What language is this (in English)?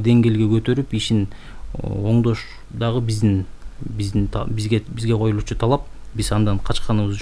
Kyrgyz